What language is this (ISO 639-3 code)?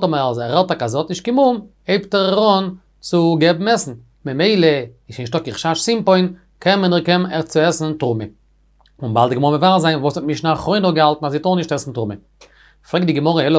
yid